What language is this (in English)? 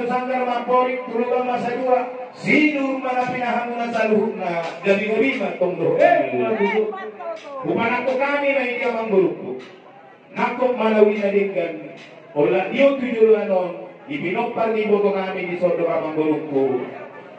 Batak Toba